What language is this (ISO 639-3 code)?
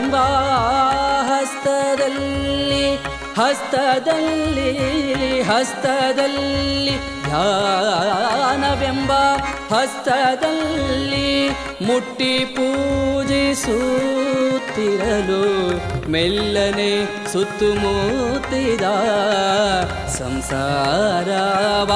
kan